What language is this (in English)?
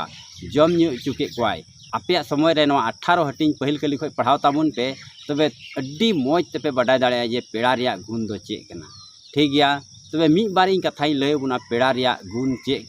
Santali